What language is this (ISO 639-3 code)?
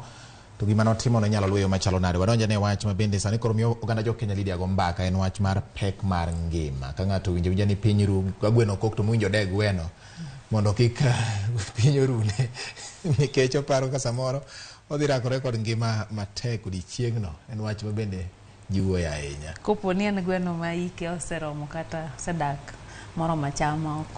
luo